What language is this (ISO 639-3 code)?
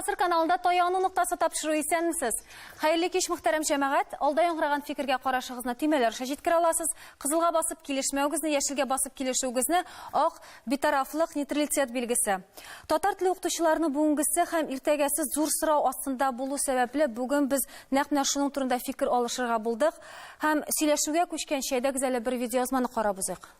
tat